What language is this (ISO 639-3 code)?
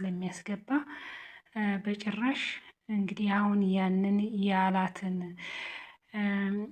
amh